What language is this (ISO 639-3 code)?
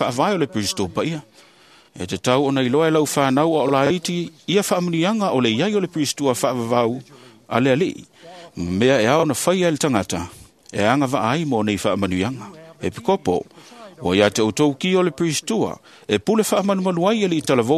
smo